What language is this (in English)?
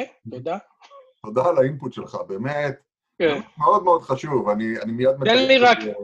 Hebrew